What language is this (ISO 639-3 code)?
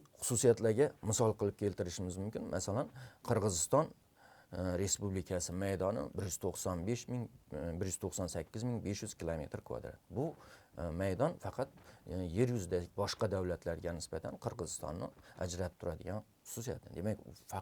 uzb